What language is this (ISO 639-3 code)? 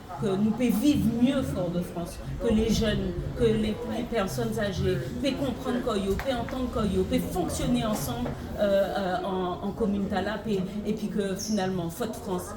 gcf